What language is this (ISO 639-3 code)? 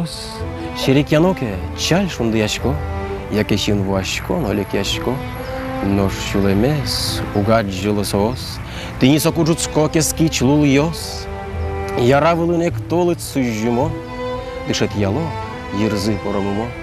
udm